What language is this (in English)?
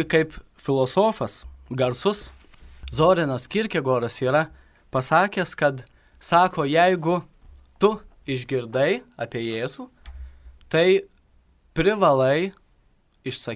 Lithuanian